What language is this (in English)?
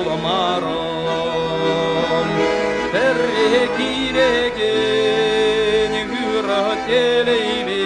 Chuvash